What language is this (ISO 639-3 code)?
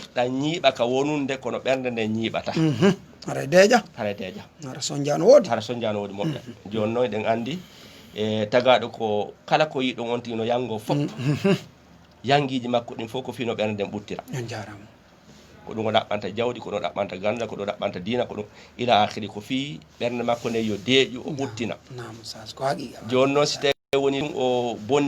ful